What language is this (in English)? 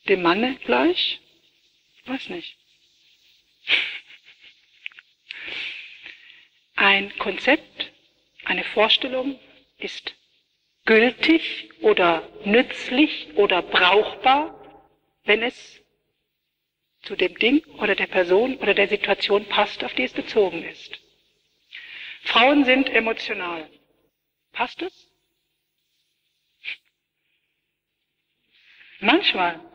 German